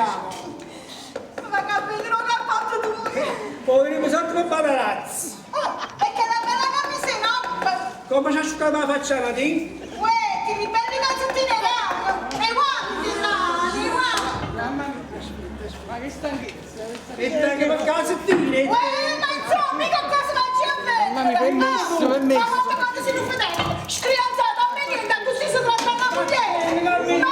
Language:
Neapolitan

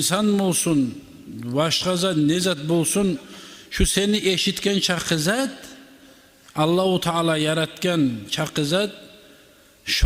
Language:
Kumyk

